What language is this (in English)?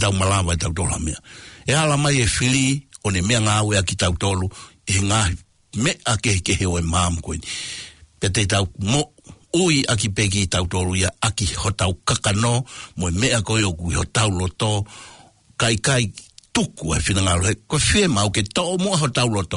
Tongan